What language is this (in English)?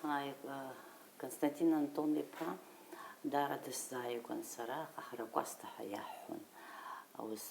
Abkhazian